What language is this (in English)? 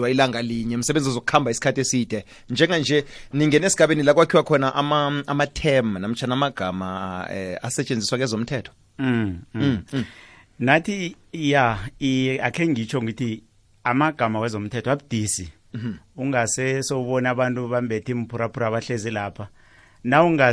South Ndebele